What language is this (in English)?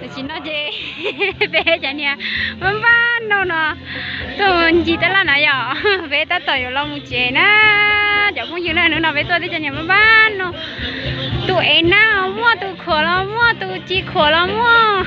Hmong